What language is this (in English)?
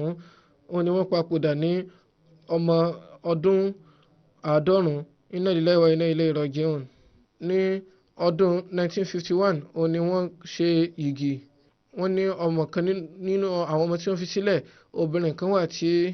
Yoruba